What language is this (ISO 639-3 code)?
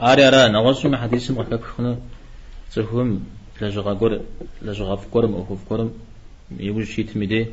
kbd